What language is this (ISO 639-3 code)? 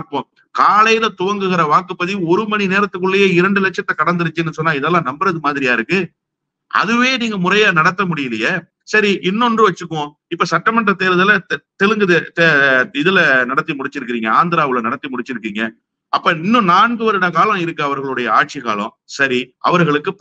tam